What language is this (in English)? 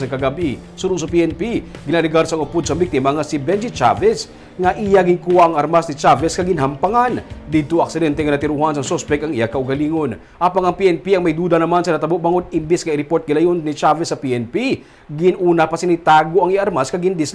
Hiligaynon